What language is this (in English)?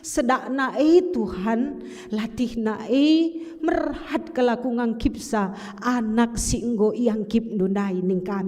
Batak Karo